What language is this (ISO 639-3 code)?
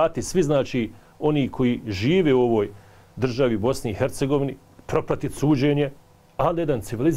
bos